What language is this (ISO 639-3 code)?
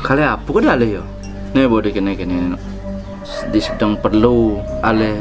ban